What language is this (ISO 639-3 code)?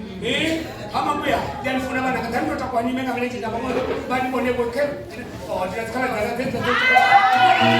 ven